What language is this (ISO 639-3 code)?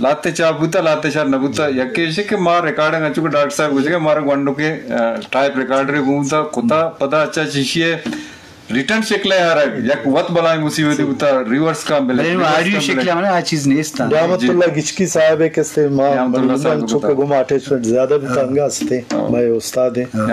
bgp